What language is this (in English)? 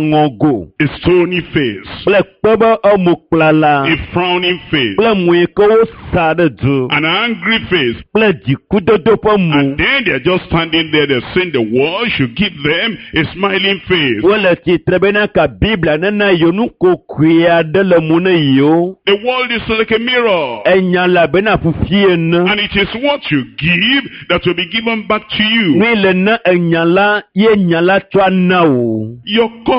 Ewe